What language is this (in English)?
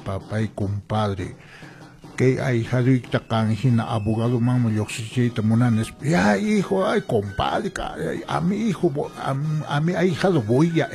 Quechua